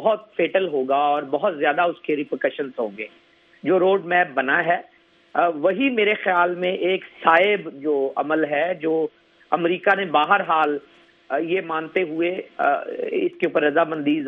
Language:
Urdu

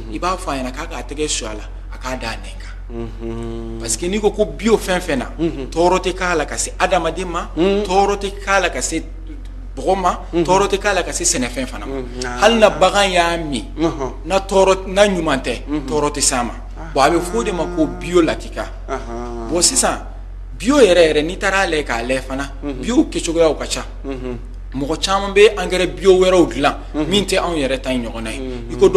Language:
Bambara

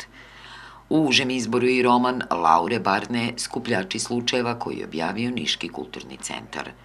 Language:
Serbian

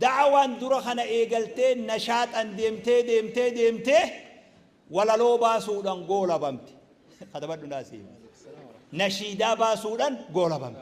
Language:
Oromo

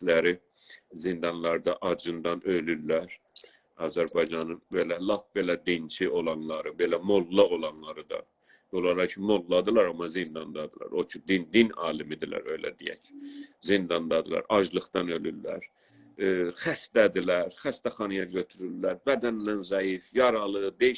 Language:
South Azerbaijani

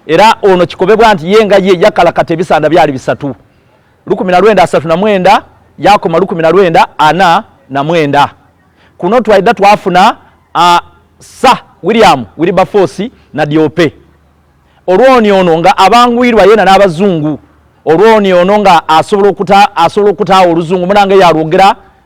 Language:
Soga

